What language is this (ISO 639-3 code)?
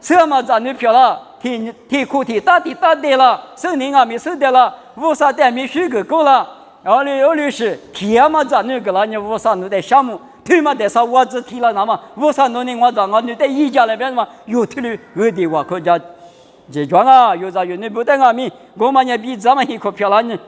lis